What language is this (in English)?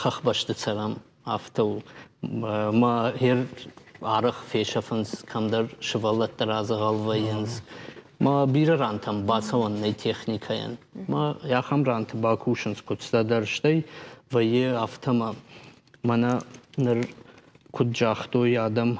Ossetic